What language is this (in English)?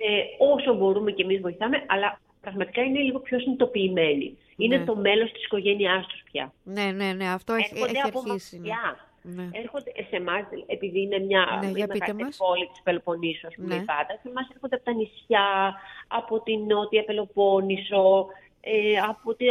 Greek